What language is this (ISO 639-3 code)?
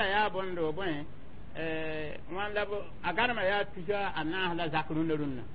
mos